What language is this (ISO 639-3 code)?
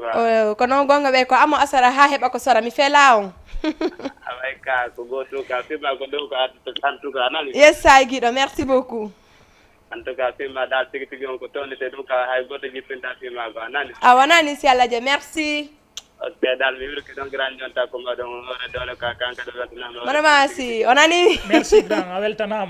ful